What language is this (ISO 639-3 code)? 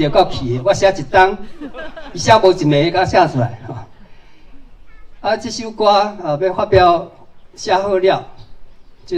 nan